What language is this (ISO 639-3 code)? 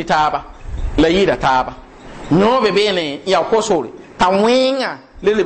mos